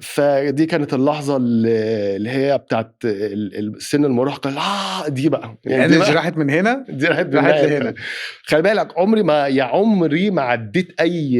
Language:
Egyptian Arabic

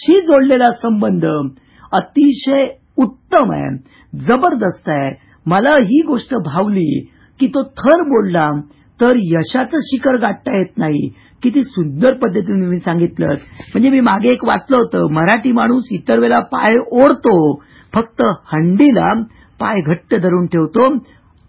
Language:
Marathi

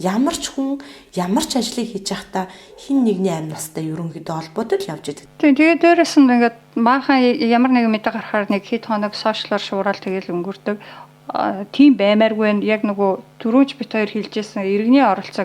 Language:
Mongolian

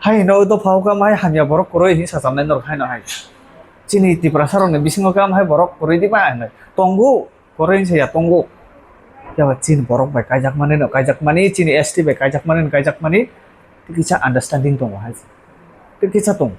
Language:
Kok Borok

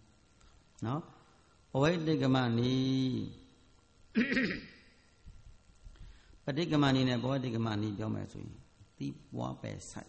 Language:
Burmese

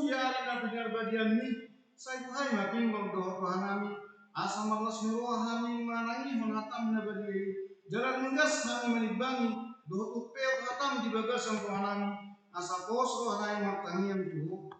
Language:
Batak Toba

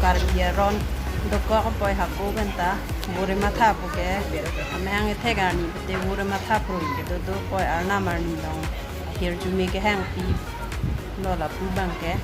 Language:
Karbi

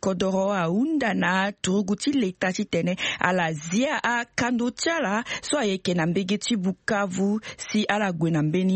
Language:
Sango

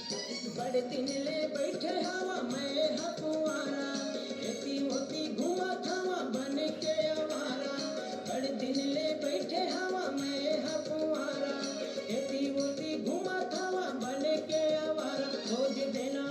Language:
Chhattisgarhi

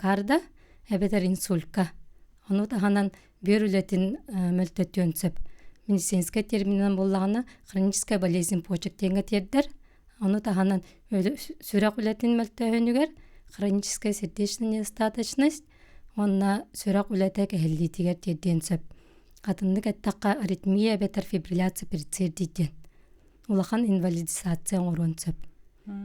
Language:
Yakut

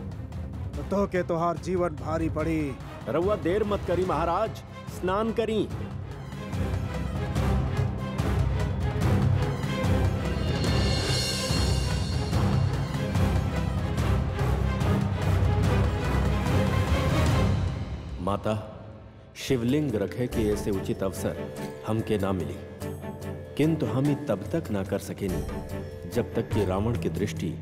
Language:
Bhojpuri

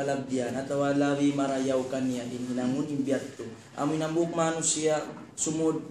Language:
Tausug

